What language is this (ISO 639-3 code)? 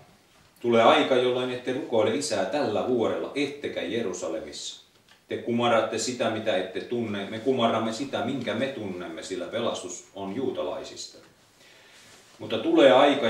fin